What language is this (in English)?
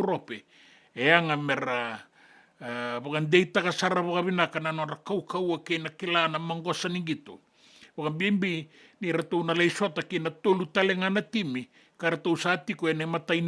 Fijian